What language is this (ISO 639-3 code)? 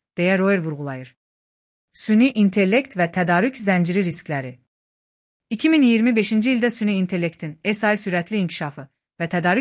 aze